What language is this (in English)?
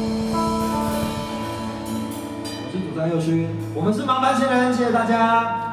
Chinese